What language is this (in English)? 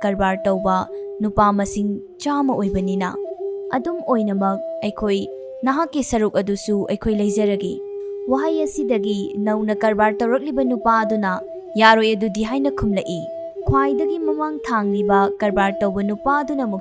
Manipuri